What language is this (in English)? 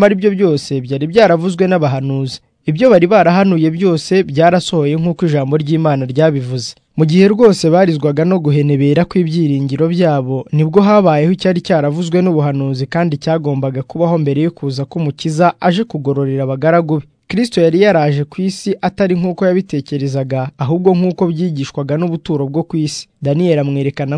Kinyarwanda